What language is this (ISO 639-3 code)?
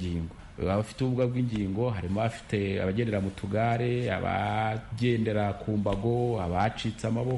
kin